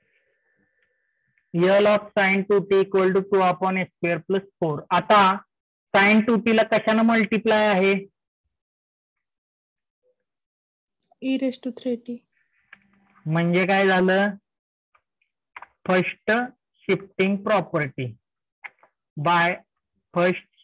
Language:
Marathi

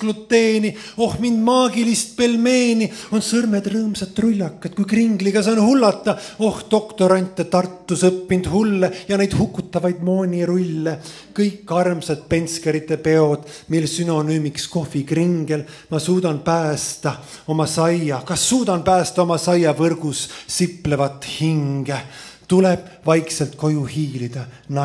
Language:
Estonian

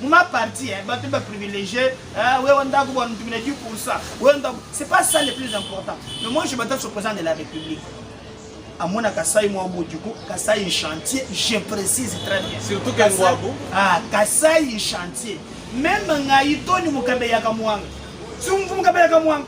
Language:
Luba-Lulua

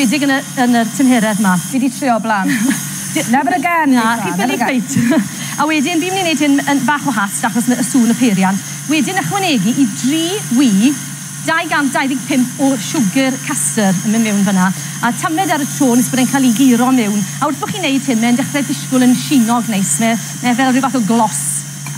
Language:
Welsh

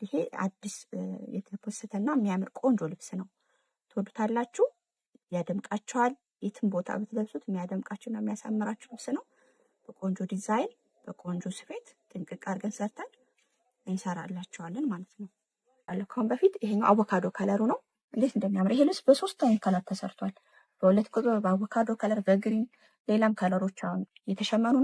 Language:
Amharic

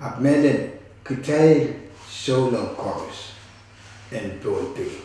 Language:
Pohnpeian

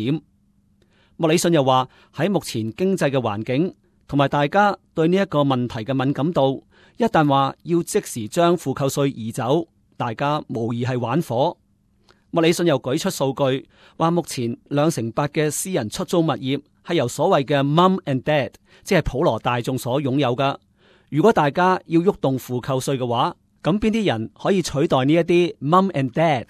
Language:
Cantonese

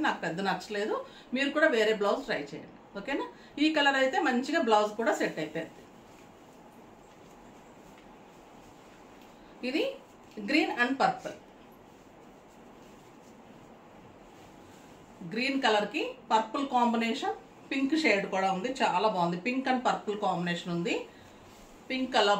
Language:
Telugu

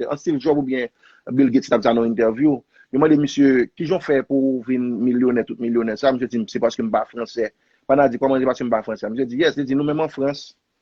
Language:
Haitian Creole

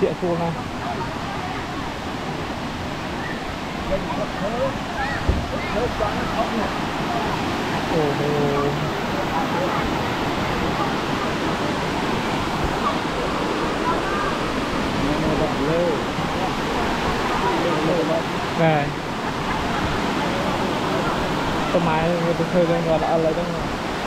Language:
Vietnamese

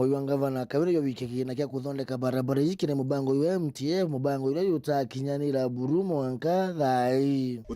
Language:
Meru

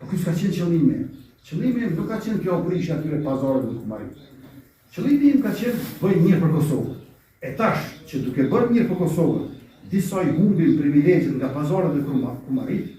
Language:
Albanian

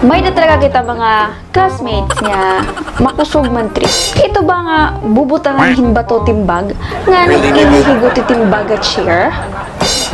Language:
Waray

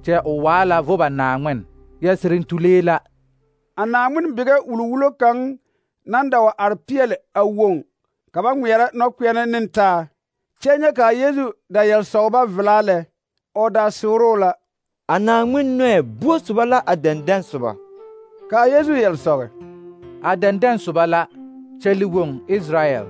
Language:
Southern Dagaare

